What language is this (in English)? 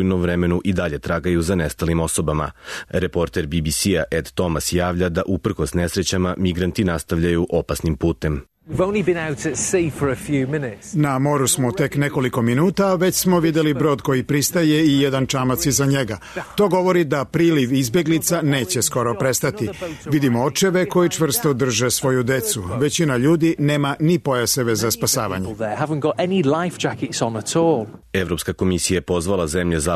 Serbian